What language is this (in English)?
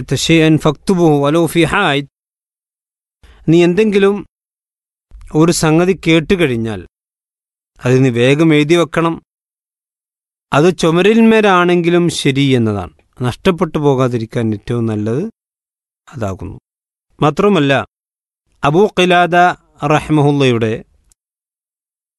Malayalam